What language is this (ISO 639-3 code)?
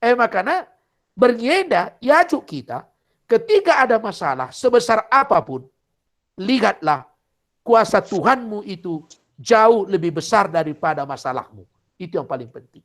btx